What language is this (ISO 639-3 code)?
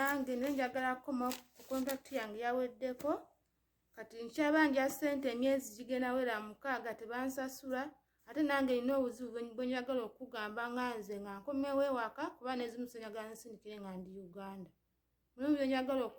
lug